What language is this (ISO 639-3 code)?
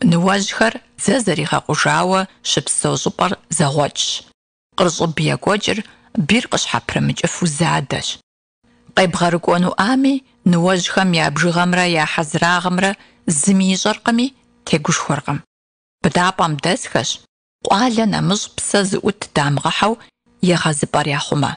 kbd